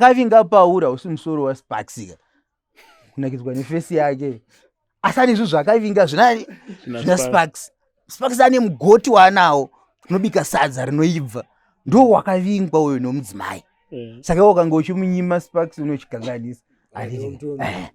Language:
Shona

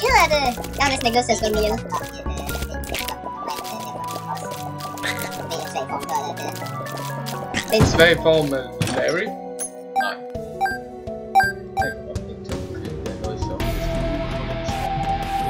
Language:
Danish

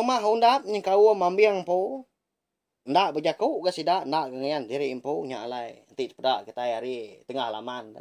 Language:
Iban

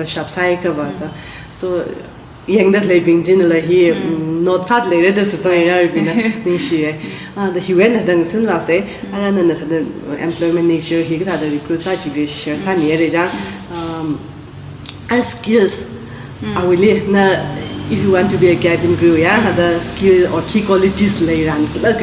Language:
Tangkhul Naga (India)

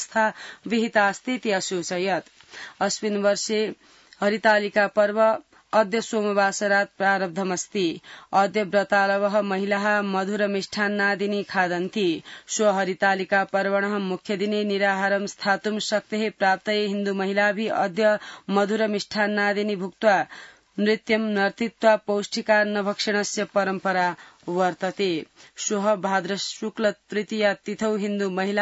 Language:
Sanskrit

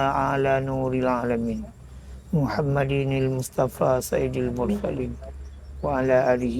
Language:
Achinese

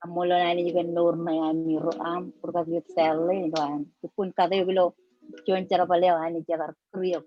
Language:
Marshallese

